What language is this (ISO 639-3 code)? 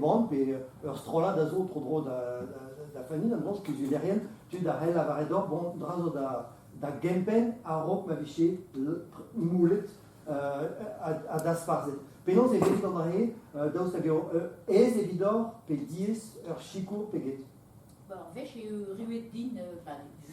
bre